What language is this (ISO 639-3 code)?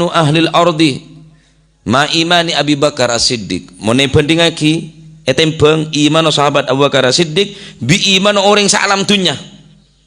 mad